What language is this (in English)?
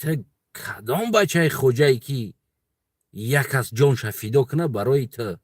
Tajik